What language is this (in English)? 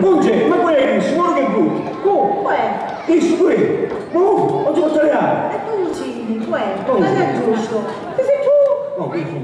Sicilian